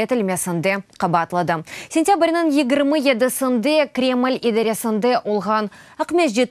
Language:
Crimean Tatar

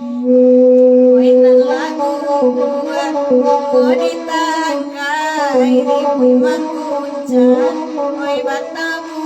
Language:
Minangkabau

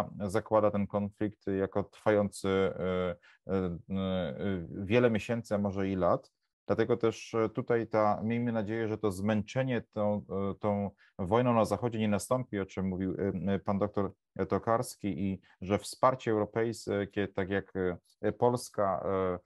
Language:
Polish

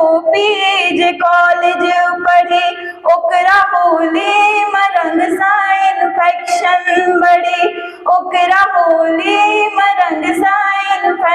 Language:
Angika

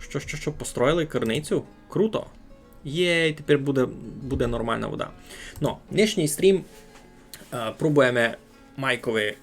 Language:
Rusyn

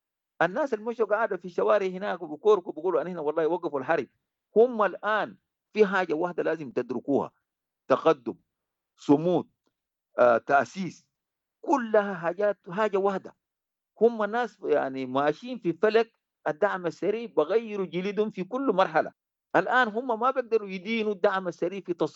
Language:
Sudanese Arabic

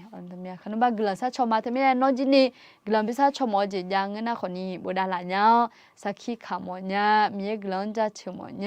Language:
Akha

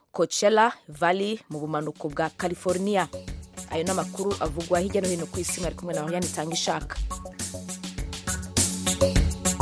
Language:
Kinyarwanda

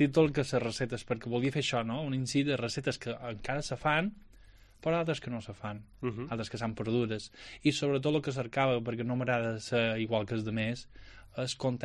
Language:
Catalan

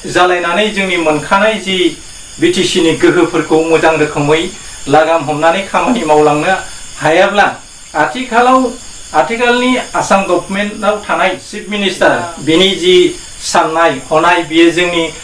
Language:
Bodo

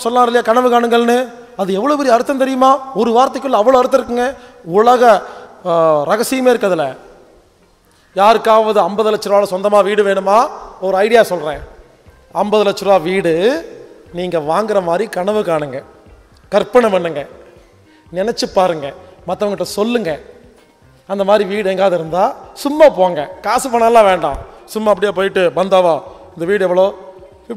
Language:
Tamil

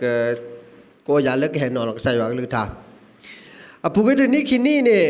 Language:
S'gaw Karen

